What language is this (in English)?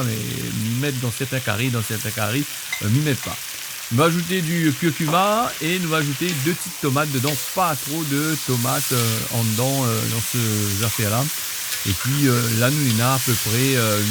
Réunion Creole French